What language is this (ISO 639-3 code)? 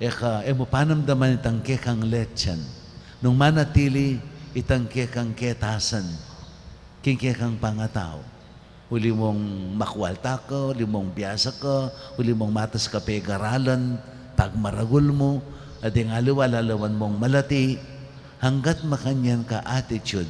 pam